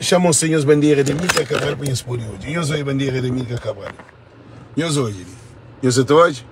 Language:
Kabuverdianu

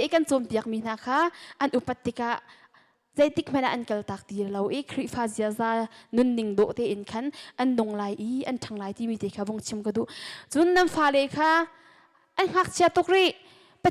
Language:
Hakha Chin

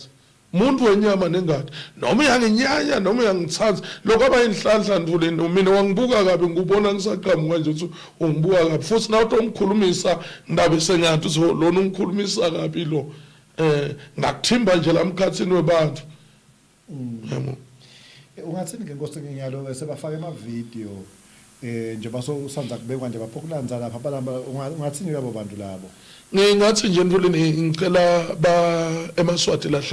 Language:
Zulu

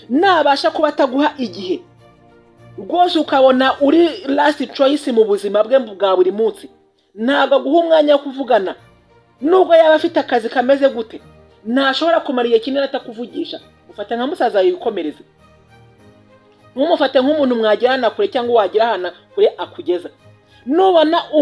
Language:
Kinyarwanda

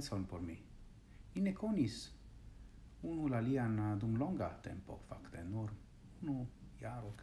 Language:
Esperanto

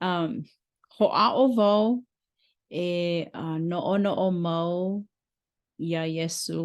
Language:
Hawaiian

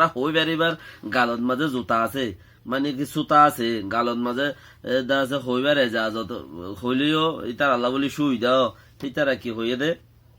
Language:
Rohingya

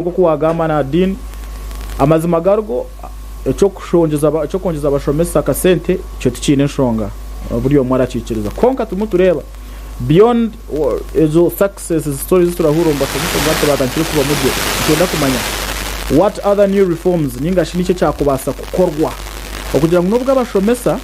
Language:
Nyankole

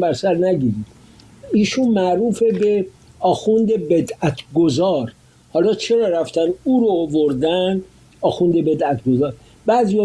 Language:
Persian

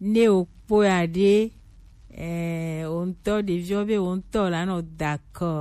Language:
Gen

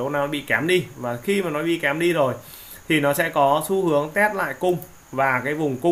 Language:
Vietnamese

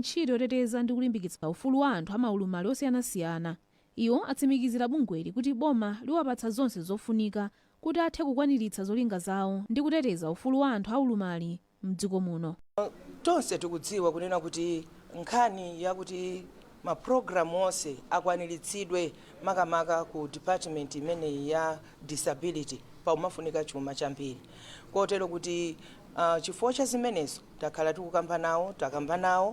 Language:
Nyanja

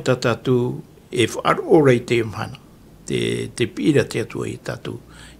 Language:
Tahitian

